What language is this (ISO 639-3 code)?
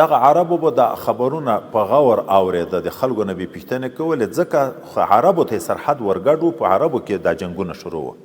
pus